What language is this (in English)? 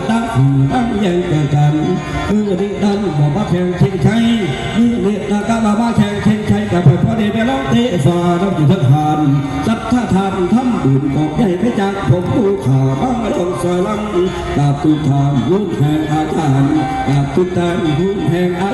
Northeastern Thai